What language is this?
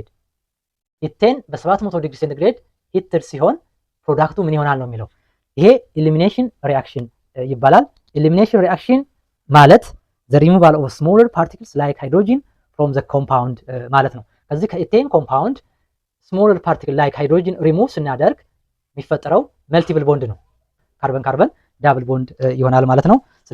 Amharic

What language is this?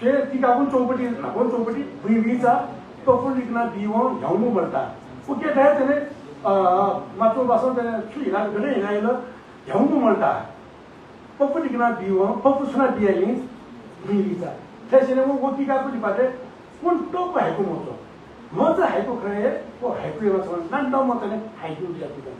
Newari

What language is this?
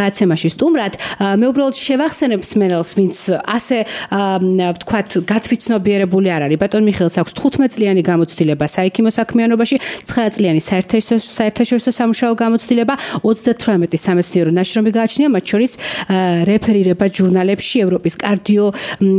Georgian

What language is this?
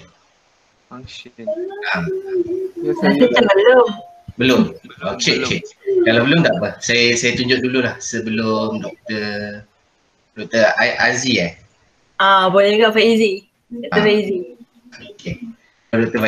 Malay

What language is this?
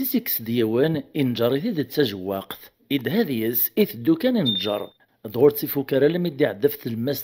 Kabyle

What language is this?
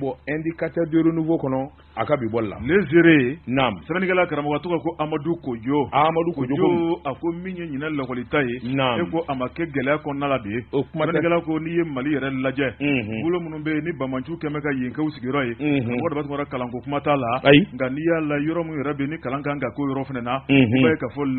Bambara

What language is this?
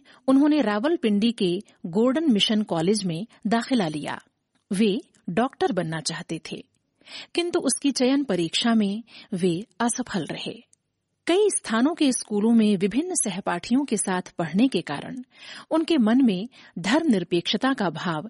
Hindi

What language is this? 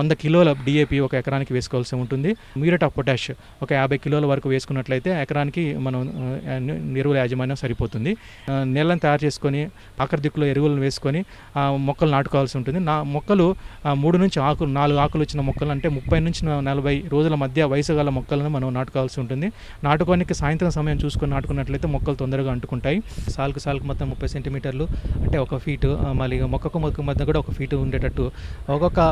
Telugu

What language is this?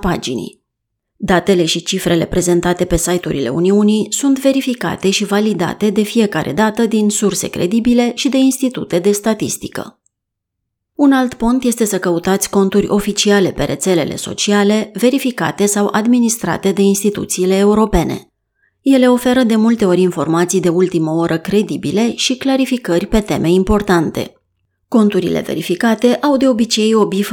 Romanian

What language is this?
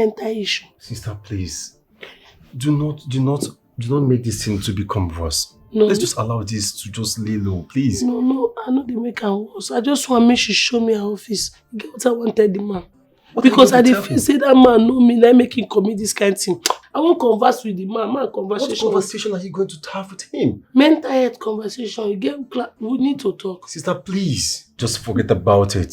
Nigerian Pidgin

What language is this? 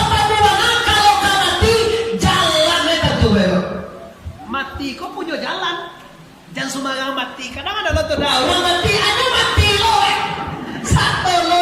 Minangkabau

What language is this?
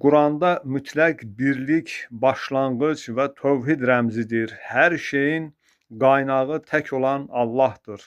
Azerbaijani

